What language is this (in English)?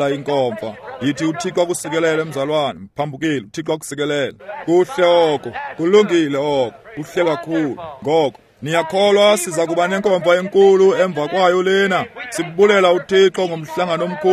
Xhosa